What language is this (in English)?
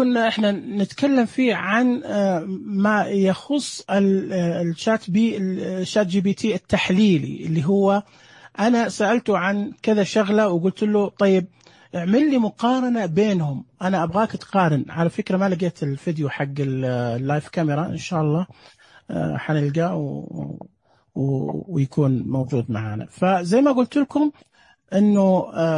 Najdi Arabic